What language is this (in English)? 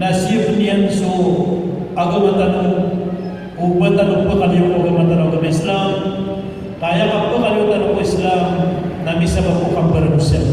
Maranao